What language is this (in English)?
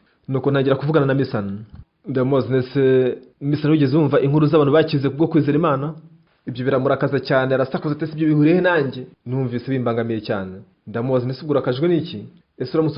Kinyarwanda